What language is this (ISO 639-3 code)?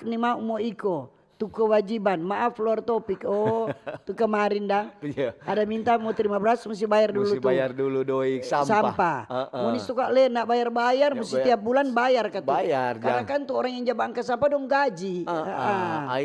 xmm